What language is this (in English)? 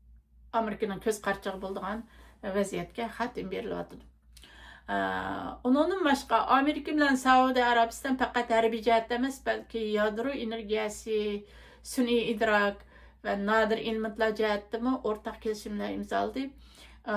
Uyghur